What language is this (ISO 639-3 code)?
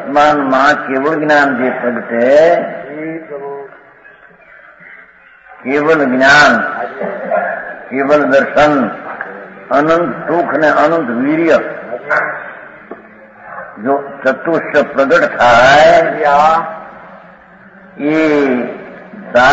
guj